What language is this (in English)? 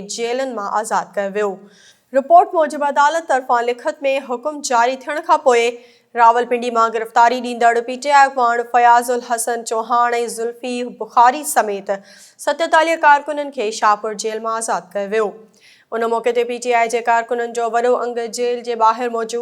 Sindhi